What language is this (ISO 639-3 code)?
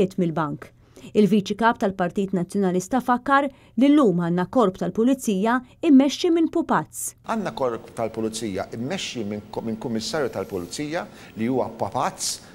mlt